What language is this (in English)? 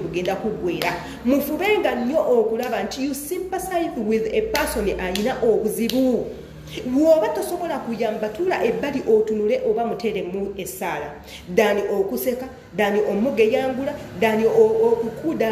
Ganda